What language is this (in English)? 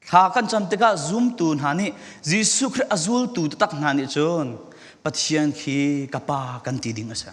Falam Chin